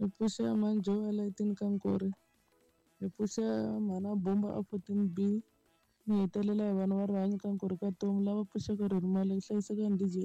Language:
Tsonga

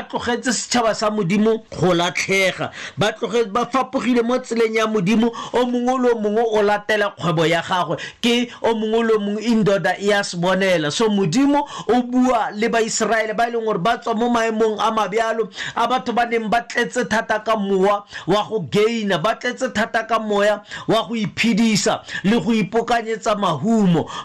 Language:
Tswana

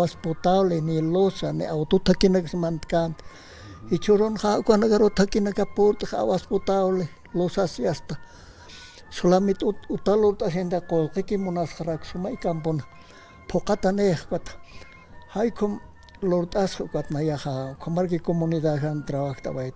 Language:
Aymara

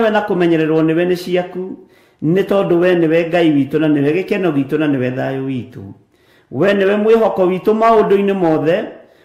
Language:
Kikuyu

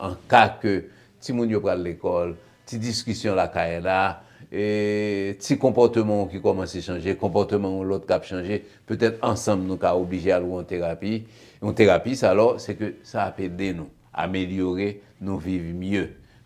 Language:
Haitian Creole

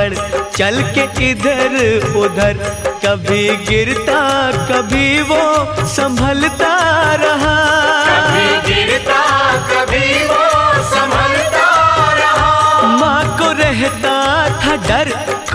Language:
Hindi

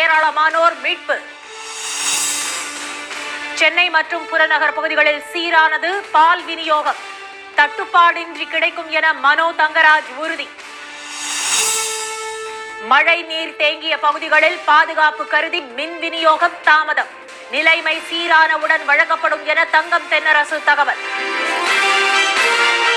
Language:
Tamil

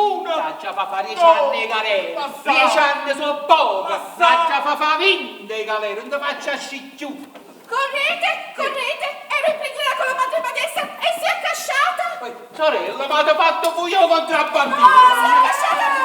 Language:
Neapolitan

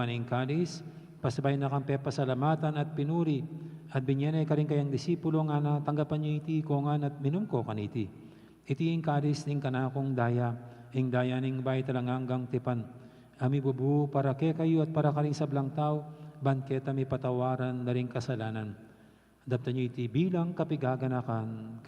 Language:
Pampanga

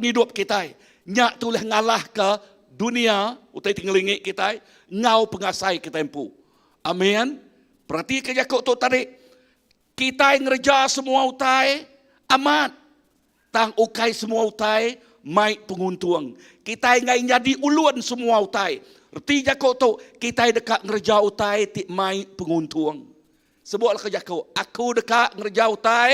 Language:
Iban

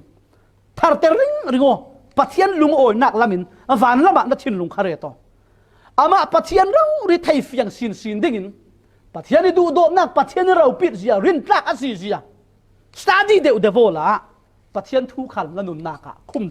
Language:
Falam Chin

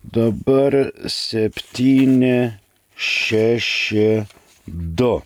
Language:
Lithuanian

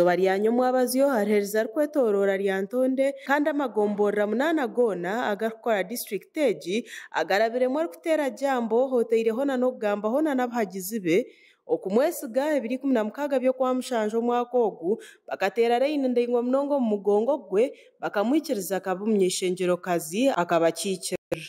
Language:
Nyankole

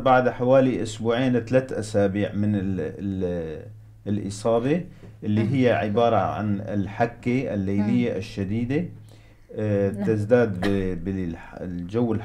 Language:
North Levantine Arabic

